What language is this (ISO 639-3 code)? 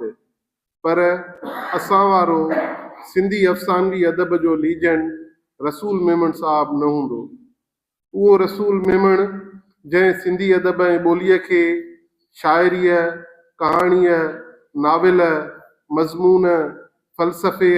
snd